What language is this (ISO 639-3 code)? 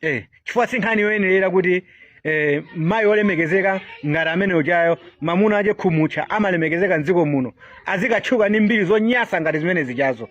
nya